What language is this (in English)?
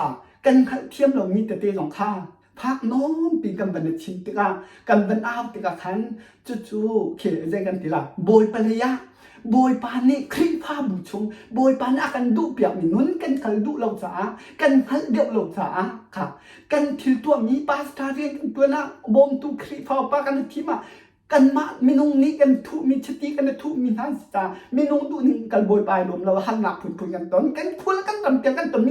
Hakha Chin